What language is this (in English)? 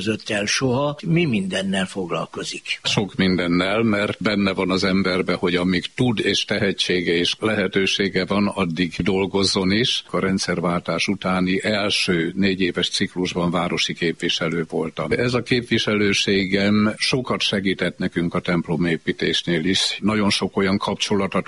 Hungarian